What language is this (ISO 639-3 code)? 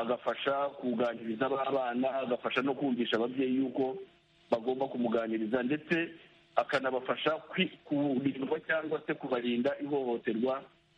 kin